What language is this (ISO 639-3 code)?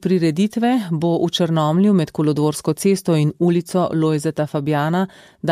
slv